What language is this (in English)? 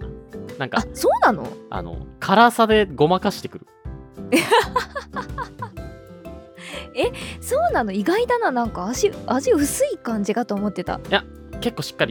Japanese